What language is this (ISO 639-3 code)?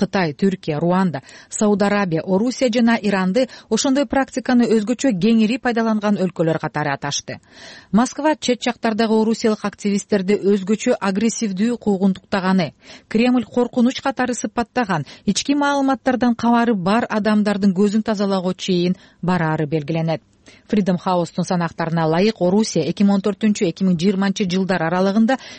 kir